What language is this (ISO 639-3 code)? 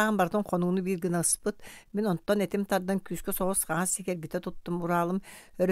sah